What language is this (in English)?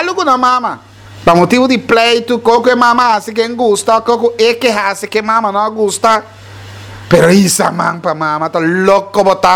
Papiamento